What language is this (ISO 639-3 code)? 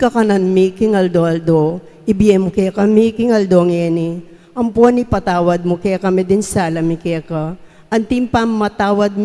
pam